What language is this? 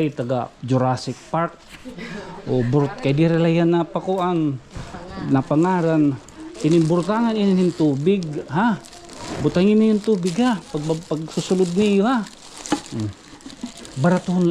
Waray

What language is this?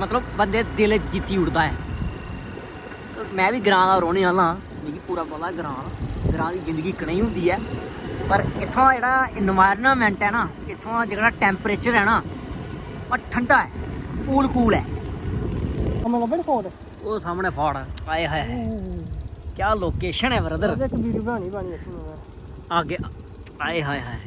Dogri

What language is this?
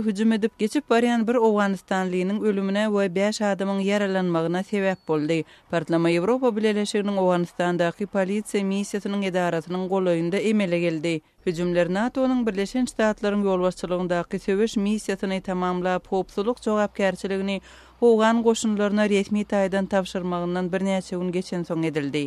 Turkmen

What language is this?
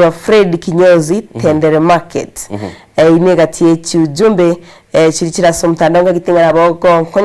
Gusii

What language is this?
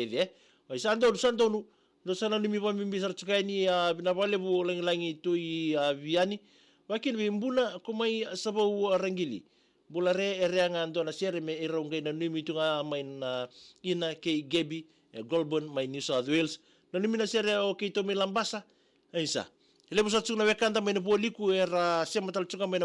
Fijian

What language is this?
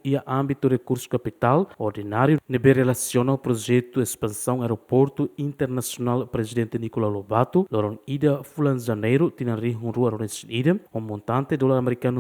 Tetum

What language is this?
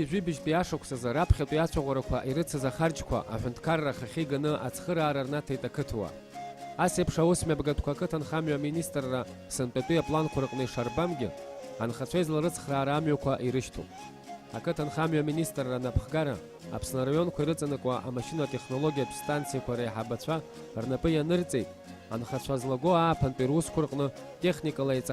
Abkhazian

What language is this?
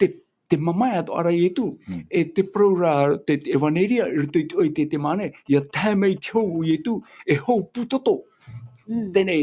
Tahitian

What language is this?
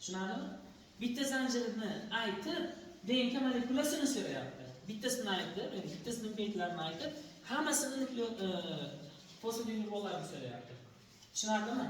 Uzbek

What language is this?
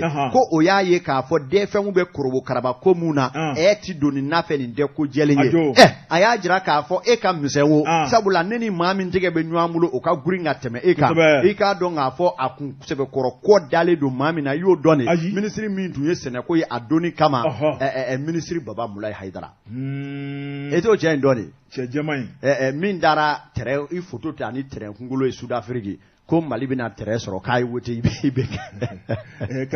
Bambara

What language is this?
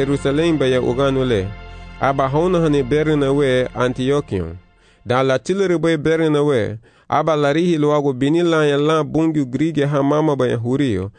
Garifuna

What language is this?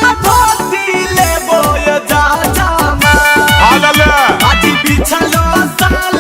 Magahi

